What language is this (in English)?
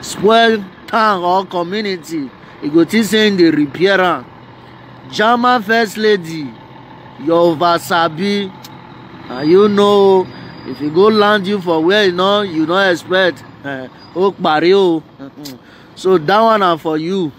Nigerian Pidgin